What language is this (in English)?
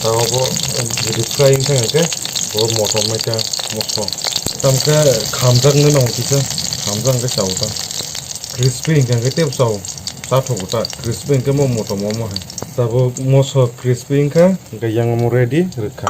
Kok Borok